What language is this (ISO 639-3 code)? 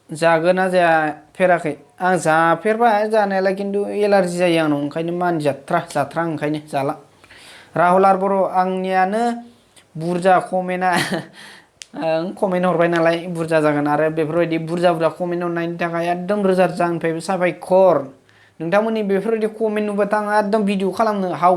brx